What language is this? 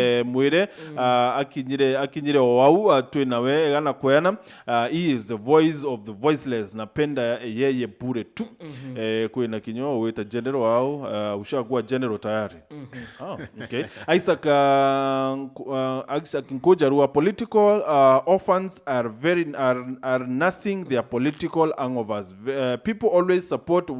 Meru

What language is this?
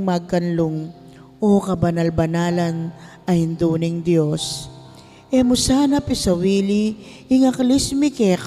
Pampanga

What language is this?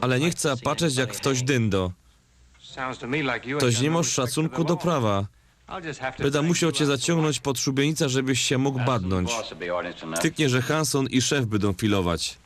Silesian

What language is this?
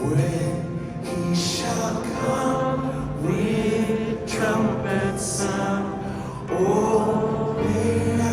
Central Mnong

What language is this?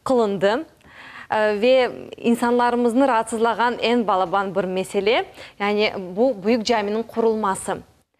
Crimean Tatar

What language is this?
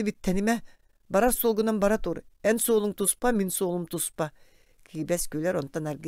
Yakut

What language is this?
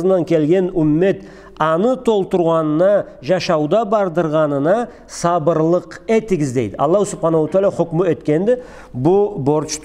Karachay-Balkar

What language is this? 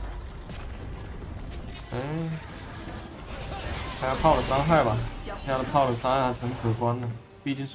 Chinese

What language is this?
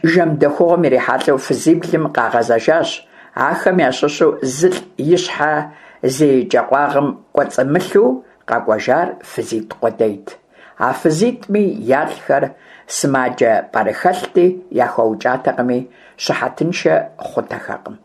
Kabardian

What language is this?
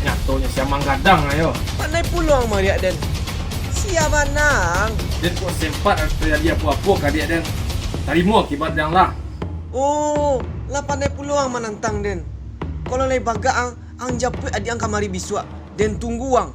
Minangkabau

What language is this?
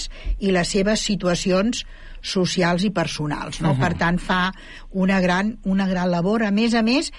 Catalan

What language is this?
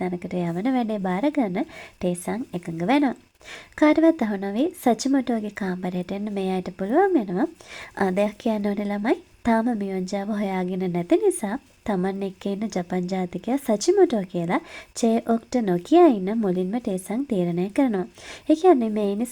Sinhala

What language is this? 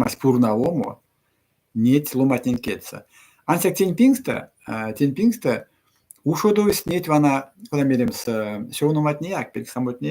Erzya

